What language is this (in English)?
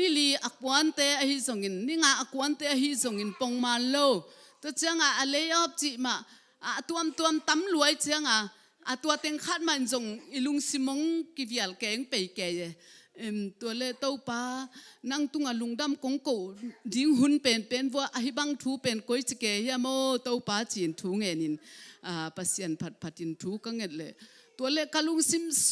Tedim Chin